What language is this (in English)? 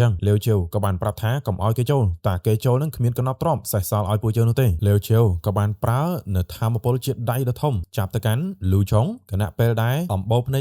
Khmer